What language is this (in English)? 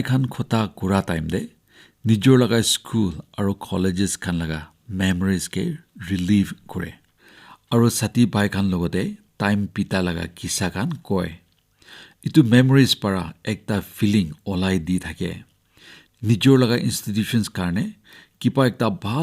Naga Pidgin